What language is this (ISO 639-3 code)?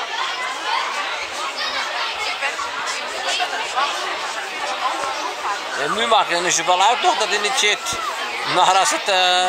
nld